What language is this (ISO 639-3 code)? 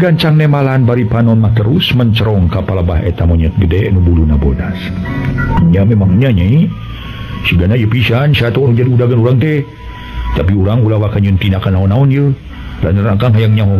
sun